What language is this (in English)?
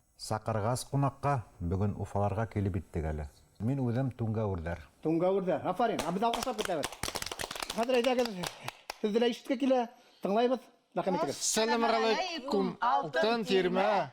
Bashkir